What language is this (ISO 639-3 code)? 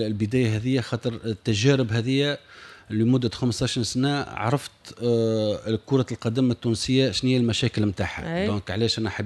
aeb